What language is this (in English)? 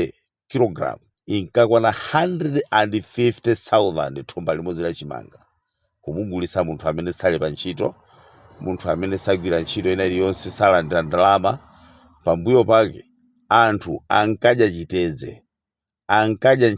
Nyanja